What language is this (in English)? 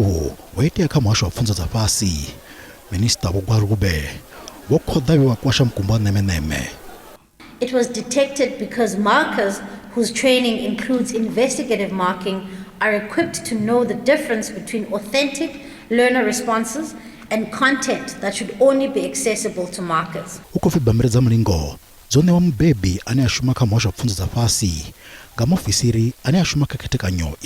Venda